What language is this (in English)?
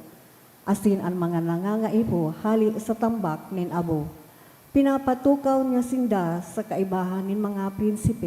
Bikol